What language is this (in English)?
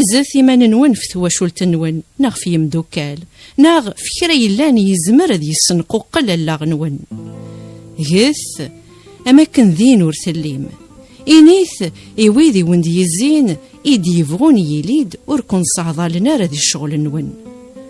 Kabyle